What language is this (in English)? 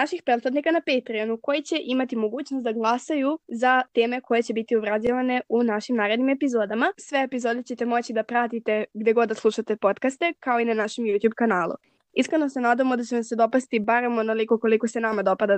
Serbian